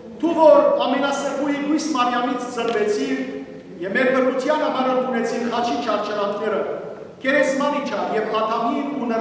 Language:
Western Armenian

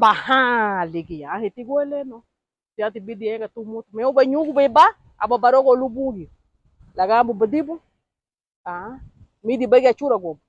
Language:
Garifuna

